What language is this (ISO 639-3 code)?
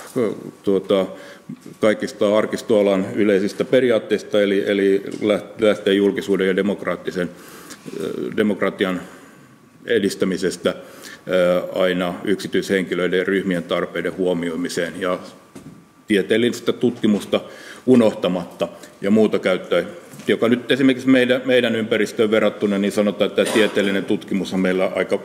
fin